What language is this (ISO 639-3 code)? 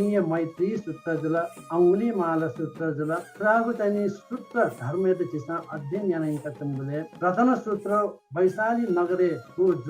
new